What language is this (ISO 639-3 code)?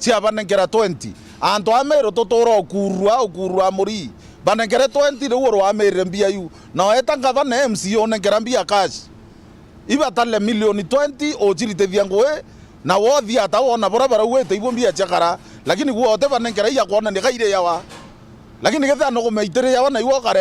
mer